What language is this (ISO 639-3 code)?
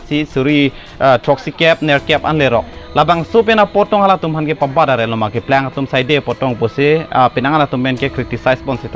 mjw